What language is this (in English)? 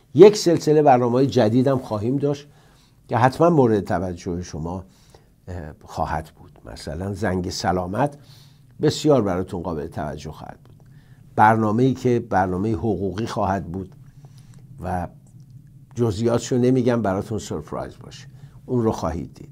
Persian